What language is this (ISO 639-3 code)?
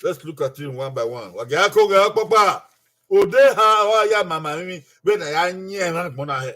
bin